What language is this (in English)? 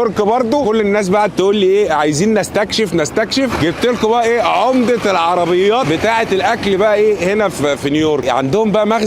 Egyptian Arabic